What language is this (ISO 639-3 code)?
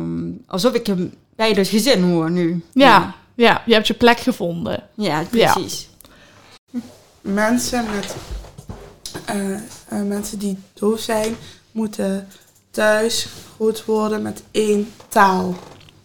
nld